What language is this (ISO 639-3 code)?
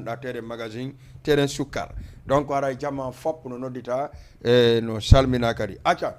ful